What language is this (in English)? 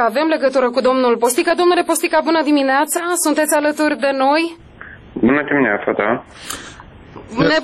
Romanian